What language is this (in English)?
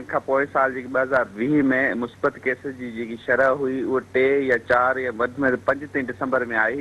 Sindhi